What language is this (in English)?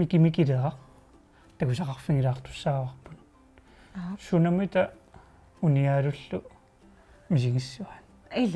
Kalaallisut